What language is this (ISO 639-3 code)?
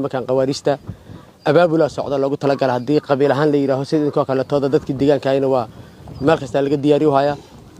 som